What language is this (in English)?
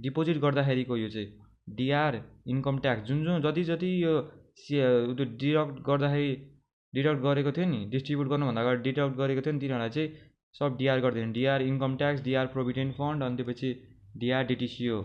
Nepali